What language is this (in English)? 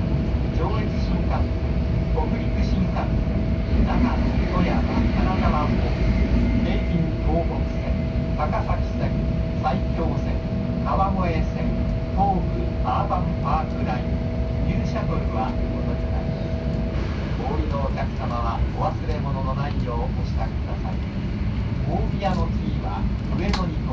Japanese